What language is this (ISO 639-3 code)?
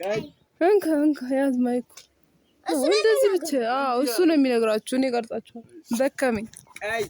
amh